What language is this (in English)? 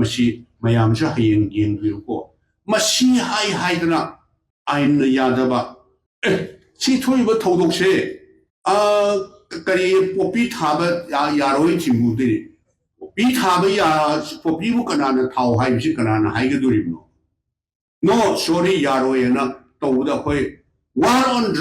Manipuri